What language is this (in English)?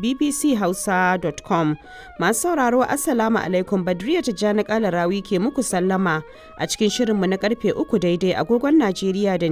Hausa